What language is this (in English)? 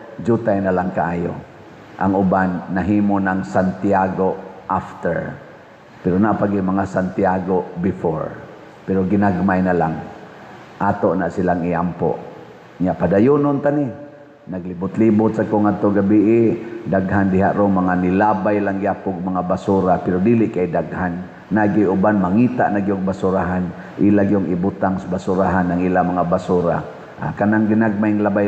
Cebuano